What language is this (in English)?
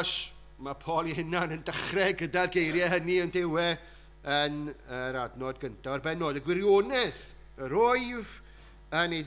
Welsh